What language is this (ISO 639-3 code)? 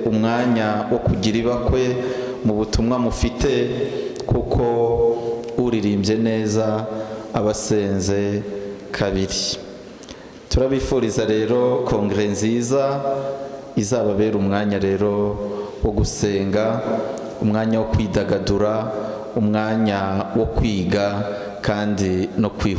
kin